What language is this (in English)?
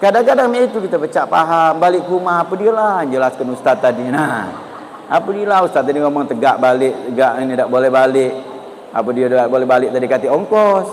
Musi